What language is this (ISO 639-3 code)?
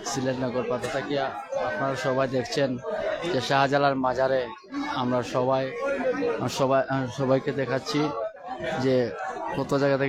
syl